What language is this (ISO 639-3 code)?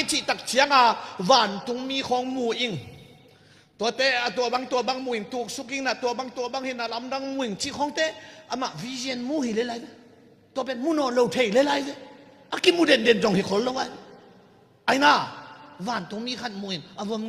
ctd